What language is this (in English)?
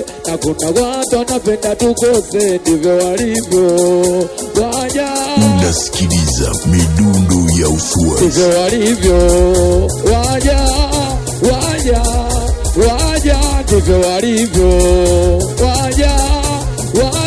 Swahili